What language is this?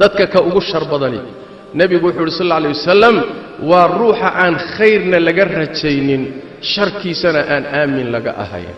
Somali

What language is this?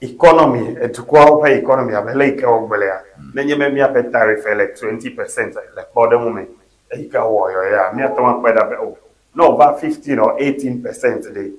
Ewe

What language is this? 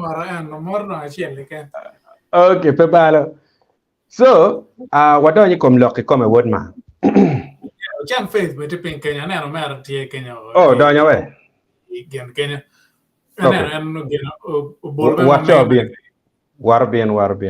Acoli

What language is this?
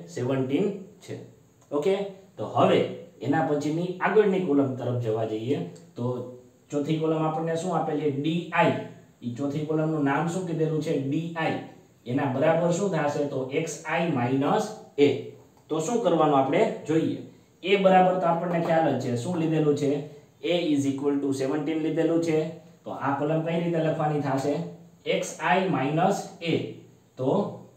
Gujarati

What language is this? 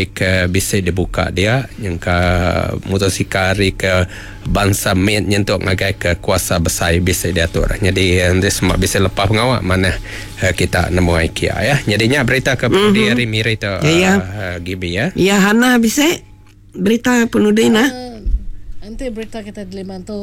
Iban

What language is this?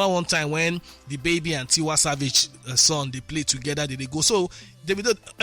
Nigerian Pidgin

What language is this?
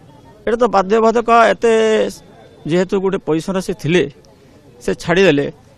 Odia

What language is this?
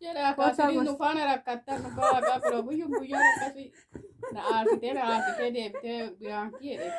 Oromo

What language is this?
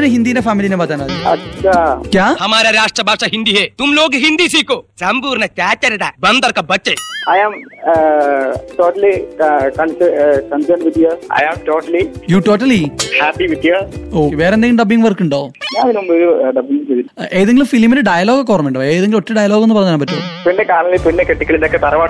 Malayalam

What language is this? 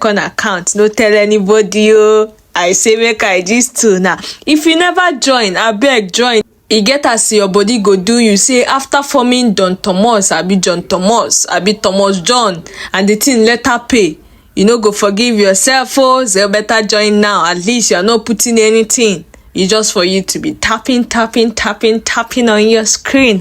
Nigerian Pidgin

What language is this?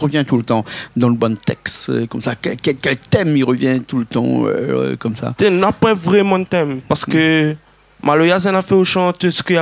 Réunion Creole French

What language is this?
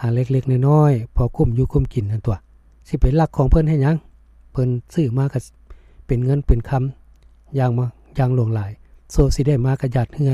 Lao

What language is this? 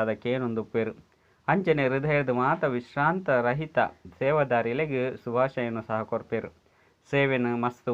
Tulu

